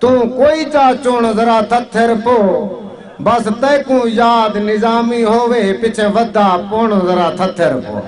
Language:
Saraiki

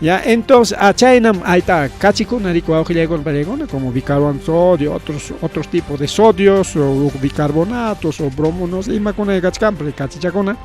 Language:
Ayacucho Quechua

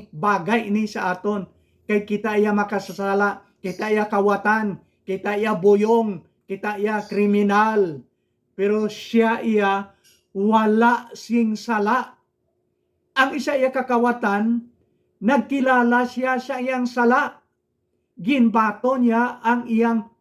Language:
Hiligaynon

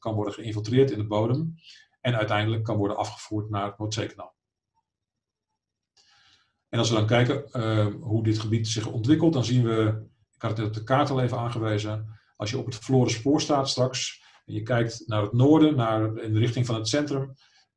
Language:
Dutch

